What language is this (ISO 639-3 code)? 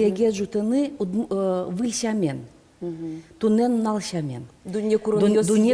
udm